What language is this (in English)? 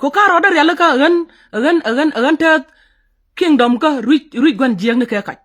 Nuer